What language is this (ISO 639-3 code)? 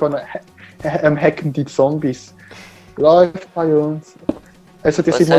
gsw